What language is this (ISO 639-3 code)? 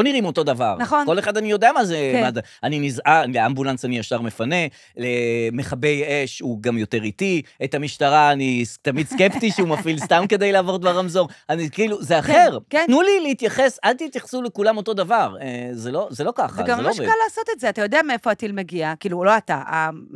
heb